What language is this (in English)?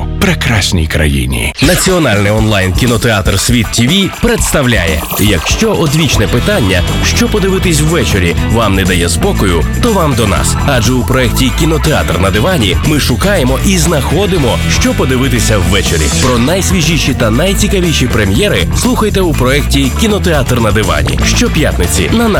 Ukrainian